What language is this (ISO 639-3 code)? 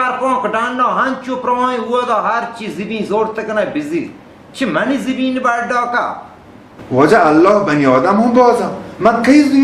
bal